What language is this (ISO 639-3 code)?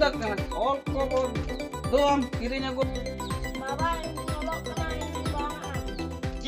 sat